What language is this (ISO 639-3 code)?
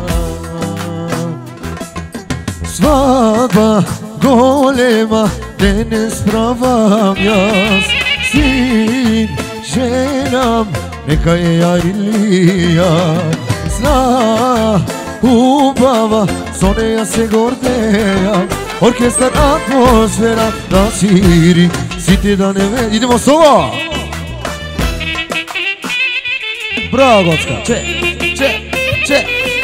mkd